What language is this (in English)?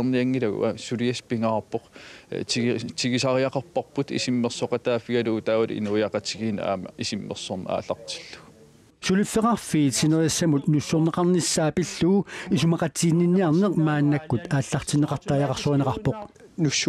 Kalaallisut